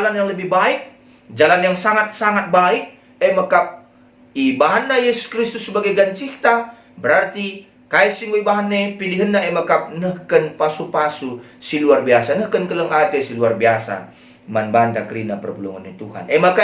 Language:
Batak Karo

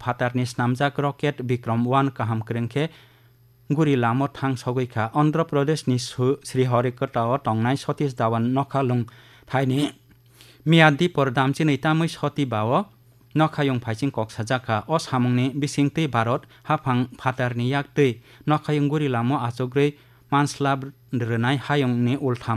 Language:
Kok Borok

